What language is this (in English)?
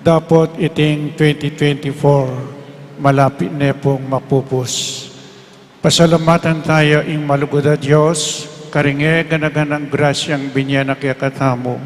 Pampanga